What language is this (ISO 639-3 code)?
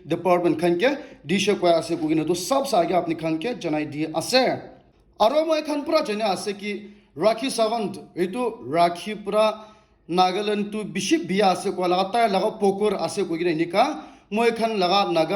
nag